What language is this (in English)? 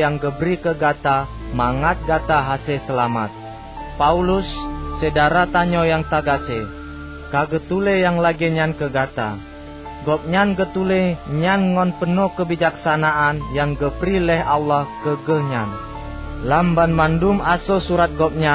Achinese